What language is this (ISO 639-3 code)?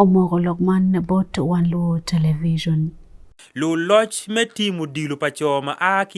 ach